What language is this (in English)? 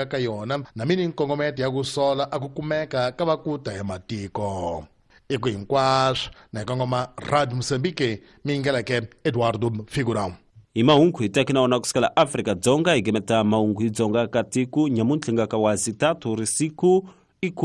Tsonga